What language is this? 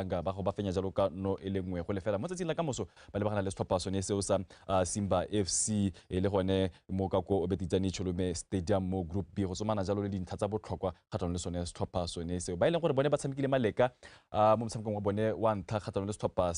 Tswana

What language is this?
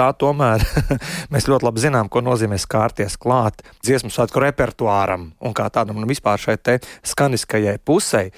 Latvian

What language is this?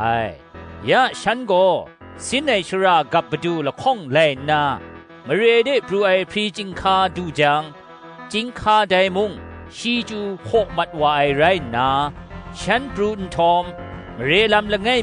Kachin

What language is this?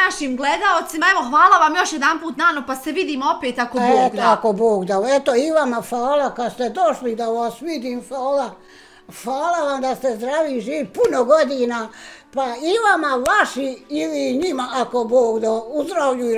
Bosnian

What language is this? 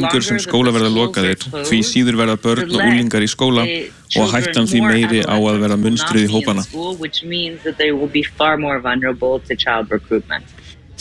Icelandic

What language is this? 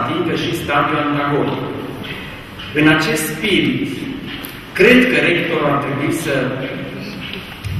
Romanian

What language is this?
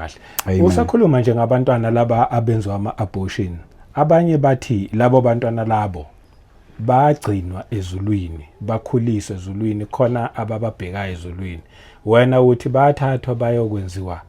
Zulu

